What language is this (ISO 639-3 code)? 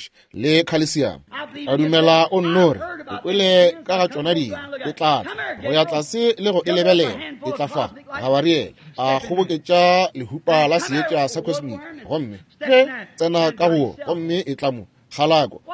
nso